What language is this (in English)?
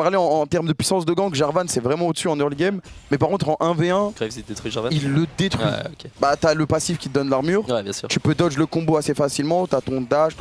French